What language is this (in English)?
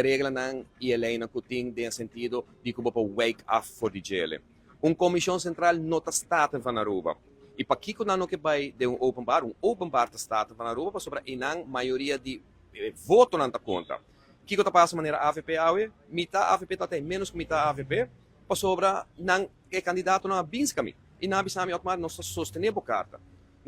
Papiamento